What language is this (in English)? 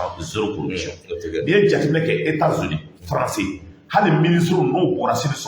Bambara